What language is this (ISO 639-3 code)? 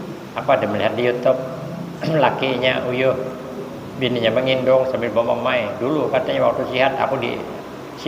bjn